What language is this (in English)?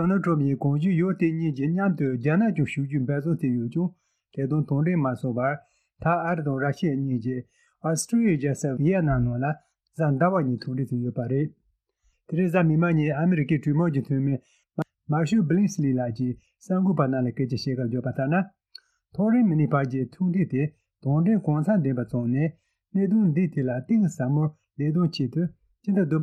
Tibetan